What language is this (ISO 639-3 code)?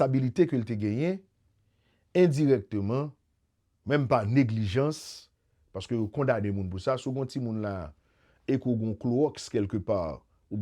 hat